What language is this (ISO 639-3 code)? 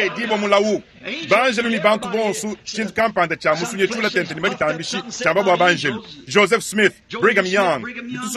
lua